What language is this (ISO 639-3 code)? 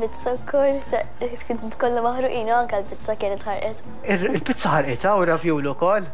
mlt